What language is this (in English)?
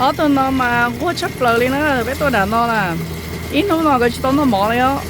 Hmong